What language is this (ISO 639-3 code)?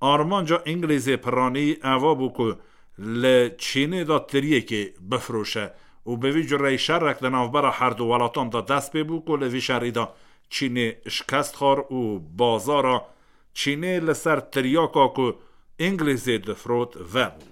kur